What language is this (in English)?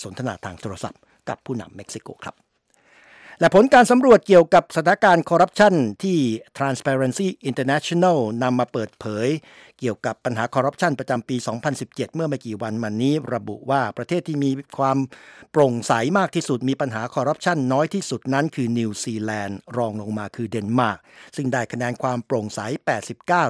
Thai